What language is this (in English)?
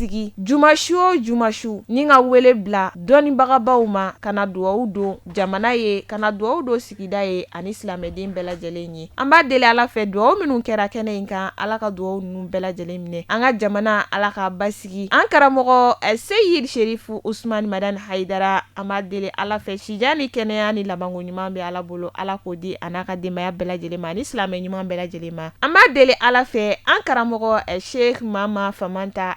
Bambara